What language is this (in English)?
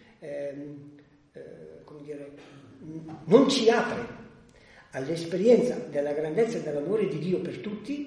Italian